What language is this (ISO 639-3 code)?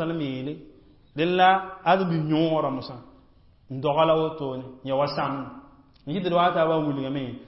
mos